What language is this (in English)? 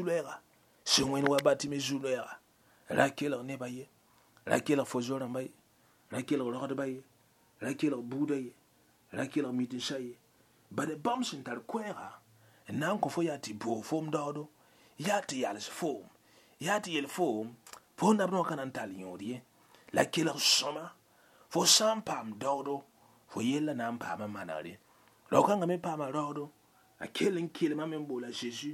Mossi